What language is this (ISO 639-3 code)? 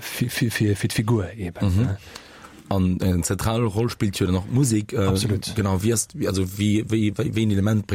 ltz